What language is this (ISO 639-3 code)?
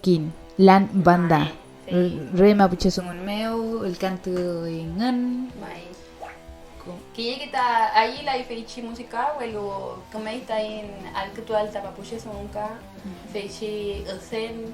arn